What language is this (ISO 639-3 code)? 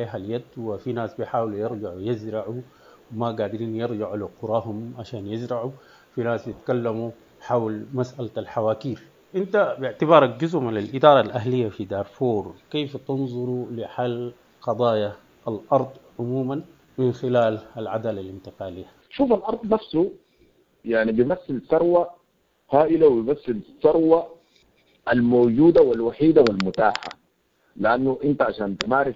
apd